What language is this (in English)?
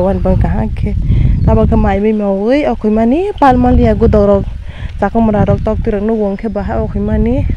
Kok Borok